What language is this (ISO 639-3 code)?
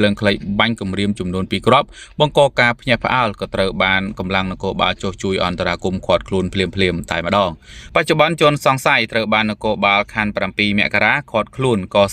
khm